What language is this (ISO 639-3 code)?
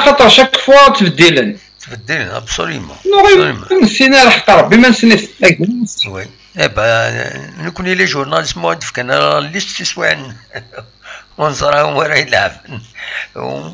kab